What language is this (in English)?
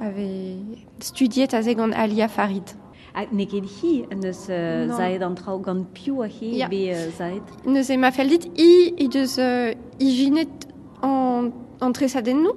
Breton